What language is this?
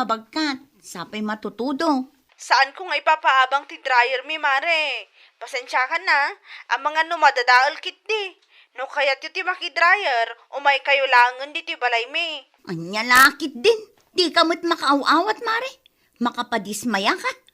Iloko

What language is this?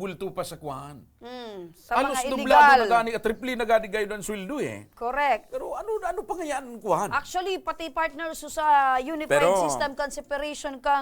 Bikol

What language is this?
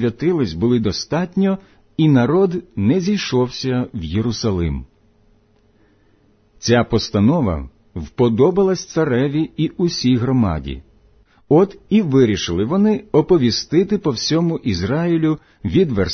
Ukrainian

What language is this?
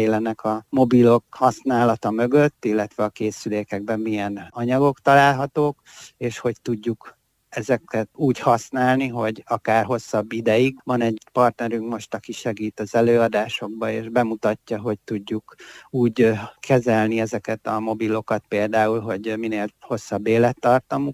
Hungarian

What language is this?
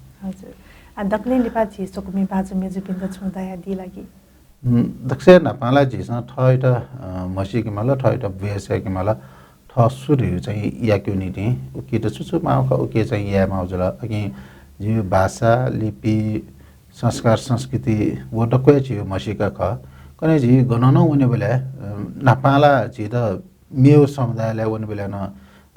Newari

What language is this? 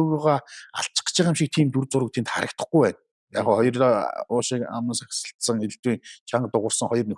Mongolian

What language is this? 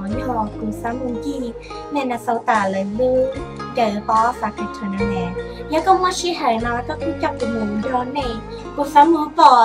Hmong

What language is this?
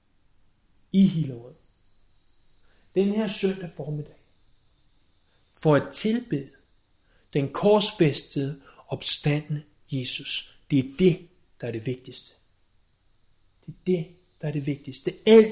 Danish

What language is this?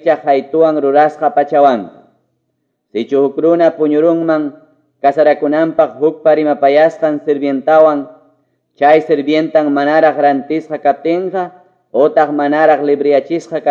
Quechua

